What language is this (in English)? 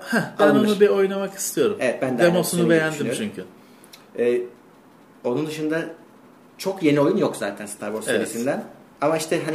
Turkish